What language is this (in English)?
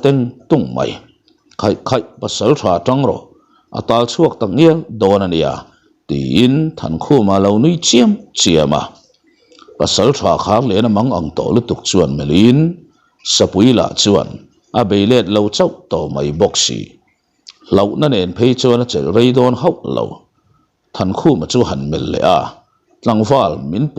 Mizo